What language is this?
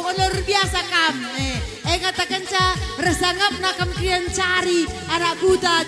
Batak Karo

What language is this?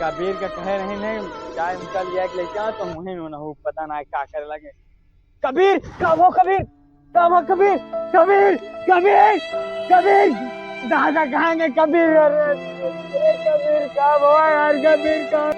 Awadhi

